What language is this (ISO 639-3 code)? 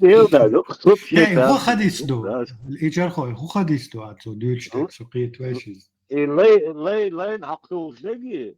che